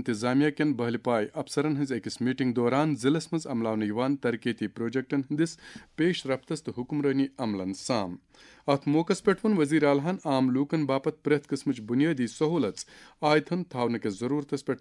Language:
Kashmiri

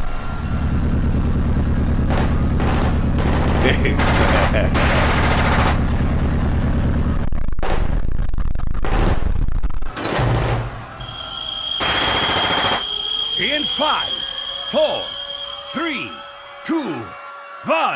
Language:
English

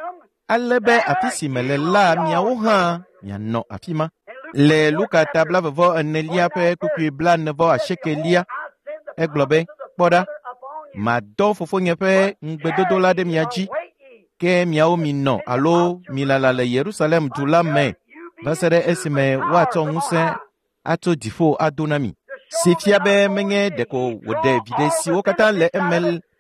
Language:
Ewe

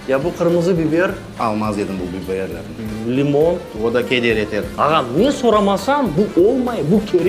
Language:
Crimean Tatar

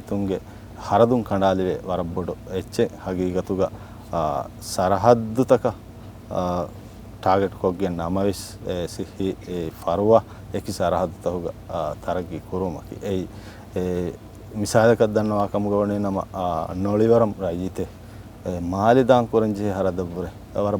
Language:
Divehi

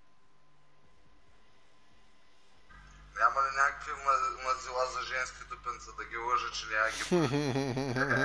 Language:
Bulgarian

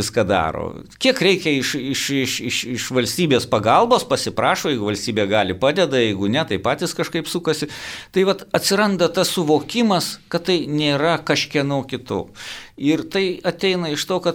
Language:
Lithuanian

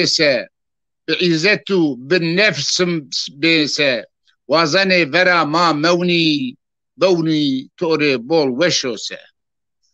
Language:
Zaza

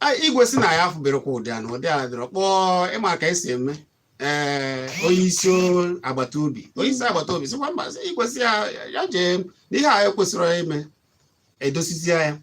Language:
Igbo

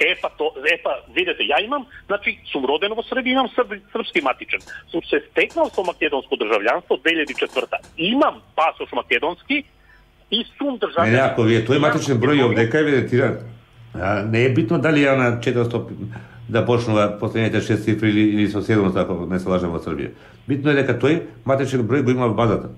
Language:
Macedonian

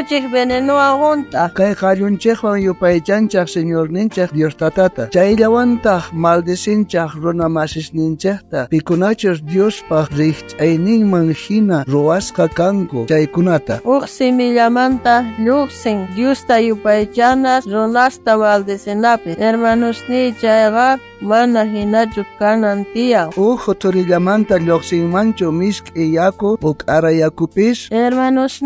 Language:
South Bolivian Quechua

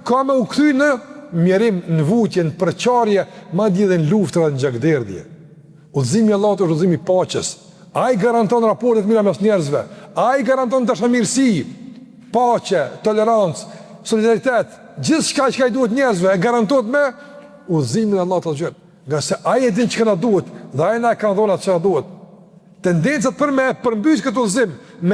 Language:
Albanian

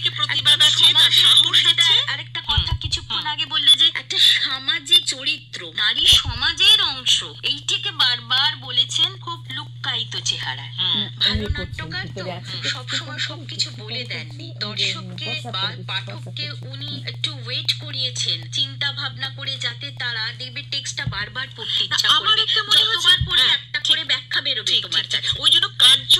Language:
Bangla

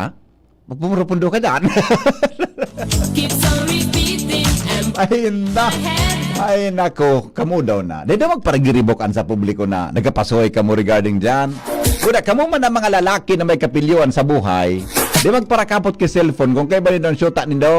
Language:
Bikol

